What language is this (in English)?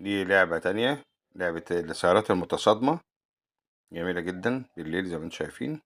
Egyptian Arabic